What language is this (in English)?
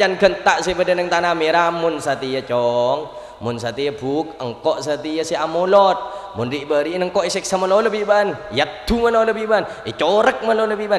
Madurese